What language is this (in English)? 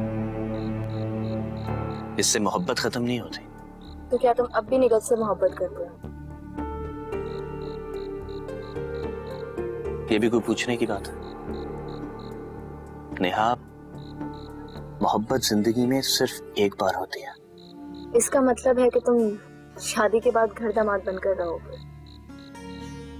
Hindi